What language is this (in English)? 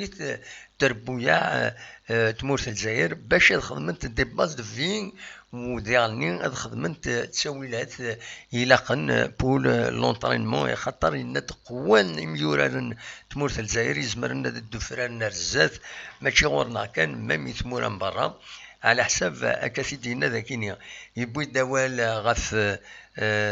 Kabyle